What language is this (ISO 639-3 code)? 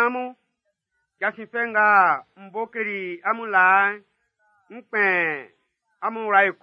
bci